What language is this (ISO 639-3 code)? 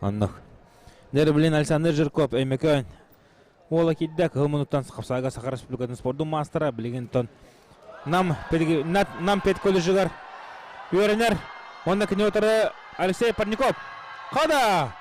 sah